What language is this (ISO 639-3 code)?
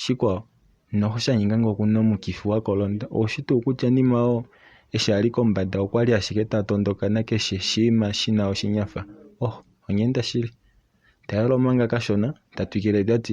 kua